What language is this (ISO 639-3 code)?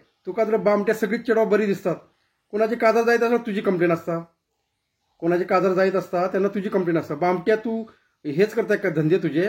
kok